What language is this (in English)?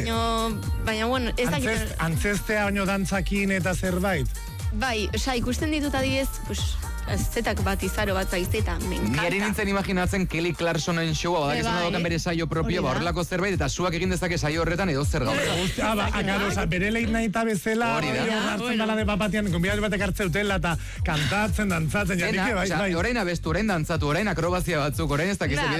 Basque